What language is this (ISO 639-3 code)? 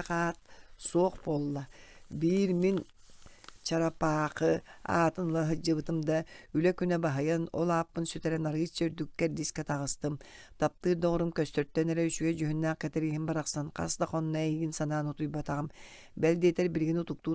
sah